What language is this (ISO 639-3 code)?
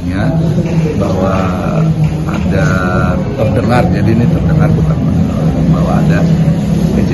bjn